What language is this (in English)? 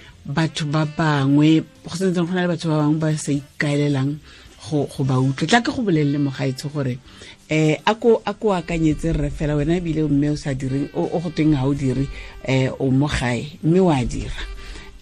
Tswana